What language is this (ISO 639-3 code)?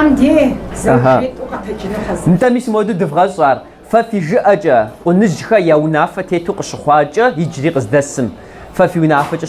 kbd